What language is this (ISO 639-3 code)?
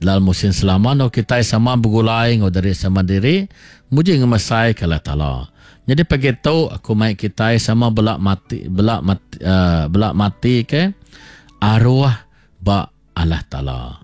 iba